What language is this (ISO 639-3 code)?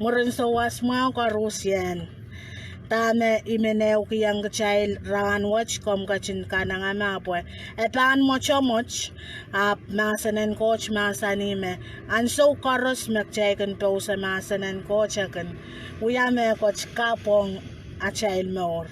pon